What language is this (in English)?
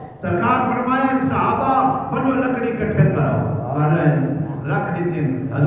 Saraiki